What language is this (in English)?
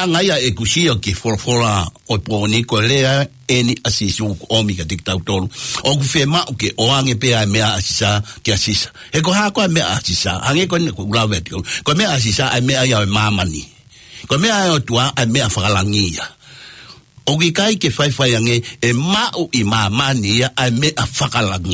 Tongan